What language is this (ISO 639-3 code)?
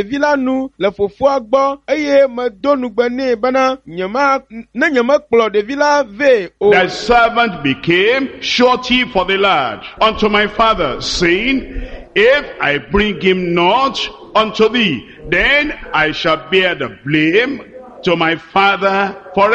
ewe